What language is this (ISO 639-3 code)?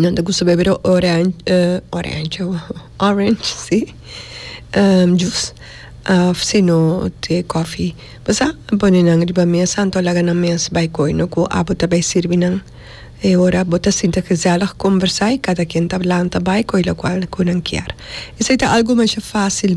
pap